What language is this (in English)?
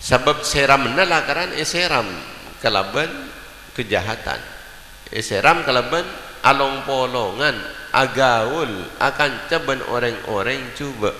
Madurese